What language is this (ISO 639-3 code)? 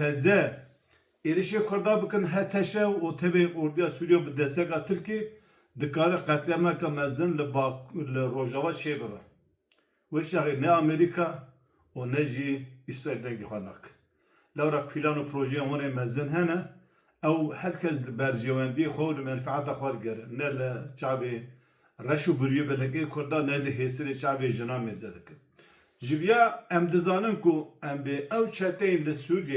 kur